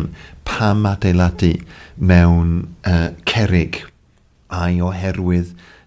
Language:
Welsh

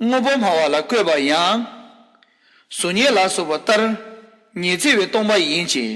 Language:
Tibetan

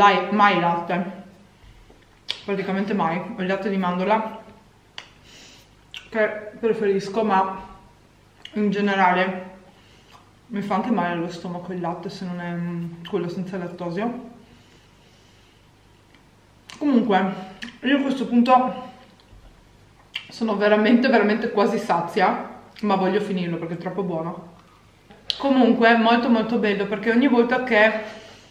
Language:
Italian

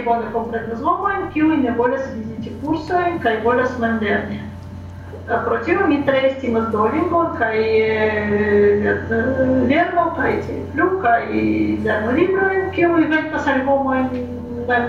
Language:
Esperanto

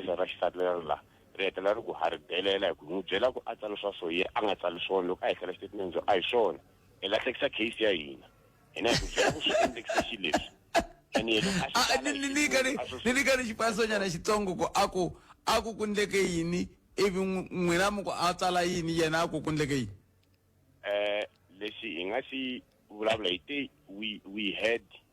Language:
Tsonga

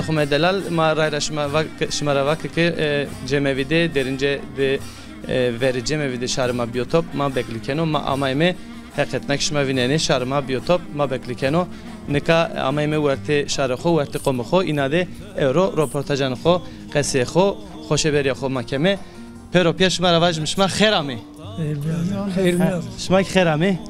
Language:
Zaza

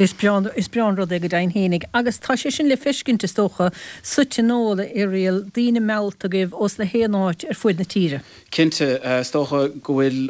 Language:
Irish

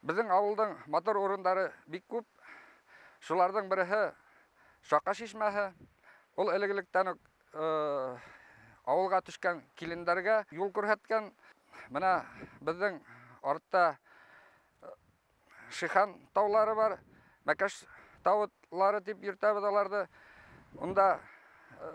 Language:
Bashkir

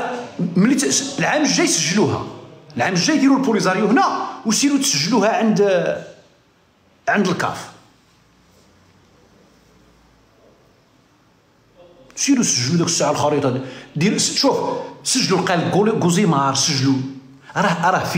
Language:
Moroccan Arabic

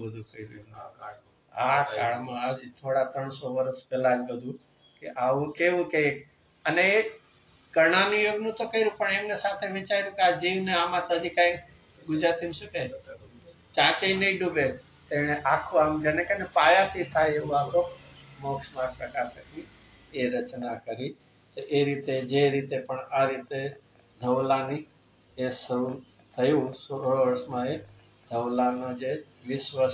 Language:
Gujarati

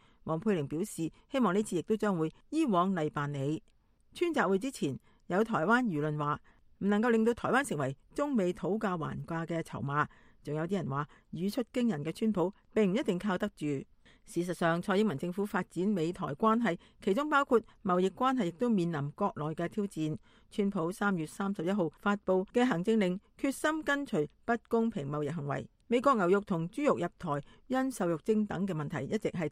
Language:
Cantonese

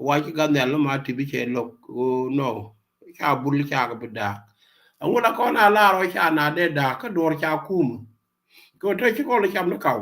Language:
Nuer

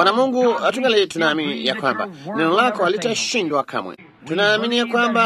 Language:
Swahili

